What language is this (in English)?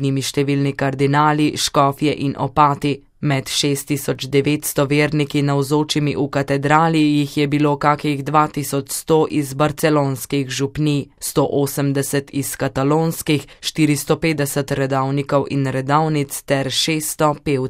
Slovenian